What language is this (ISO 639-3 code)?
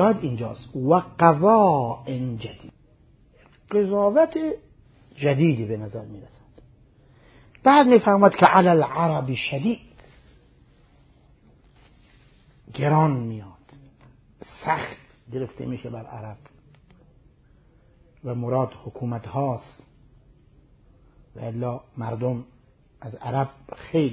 fas